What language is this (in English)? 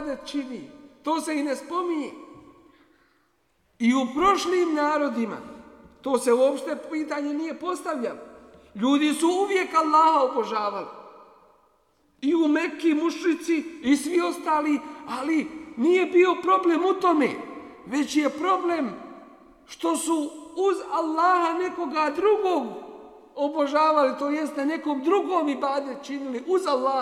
Bosnian